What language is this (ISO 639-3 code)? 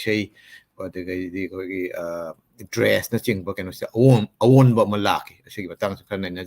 mni